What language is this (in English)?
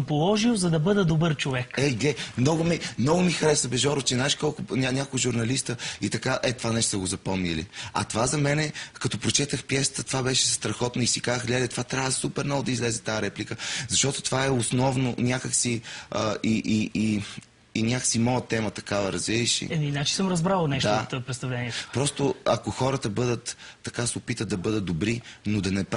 Bulgarian